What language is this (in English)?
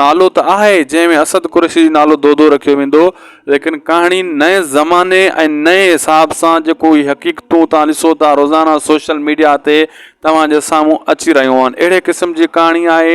Sindhi